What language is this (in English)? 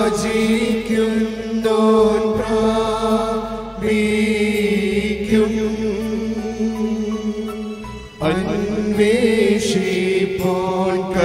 Malayalam